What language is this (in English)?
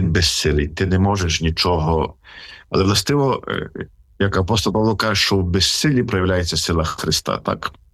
Ukrainian